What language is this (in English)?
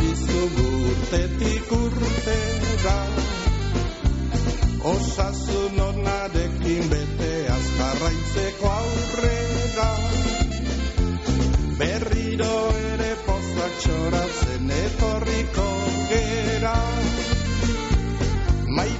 Basque